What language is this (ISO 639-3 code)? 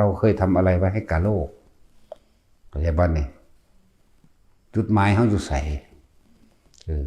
tts